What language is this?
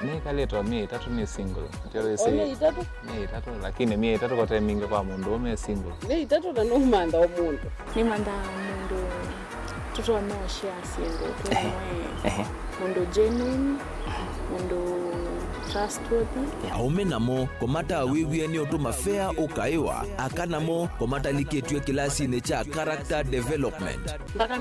Kamba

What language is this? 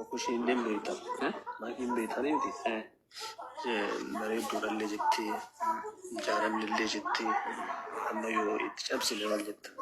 Oromo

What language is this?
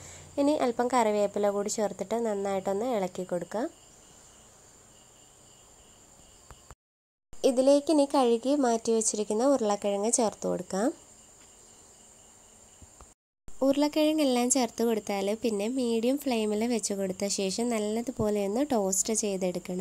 Malayalam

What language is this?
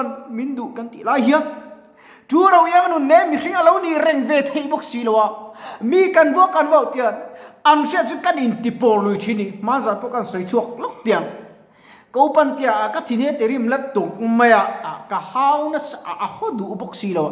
Mizo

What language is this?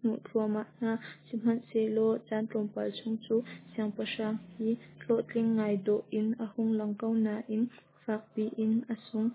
Hakha Chin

